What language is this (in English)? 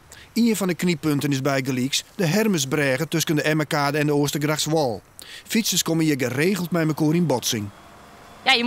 Western Frisian